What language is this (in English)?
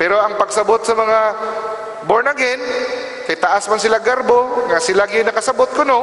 Cebuano